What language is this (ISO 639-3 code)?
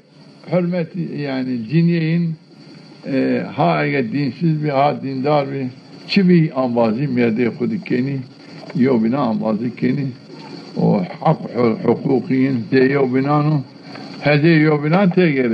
zza